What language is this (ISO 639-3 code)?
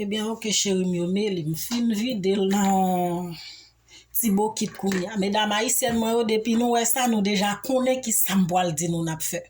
hat